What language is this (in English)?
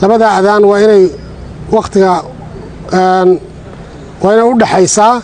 Somali